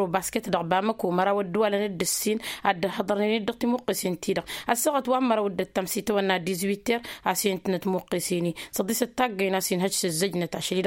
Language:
Tamasheq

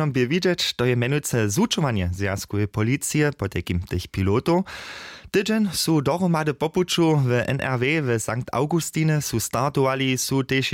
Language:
Upper Sorbian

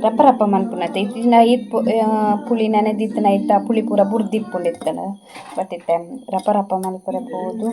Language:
Tulu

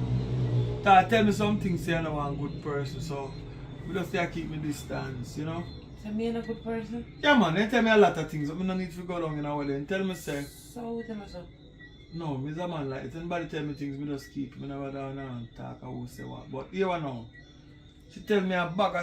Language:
Jamaican Creole English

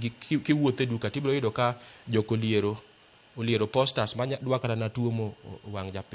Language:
Luo (Kenya and Tanzania)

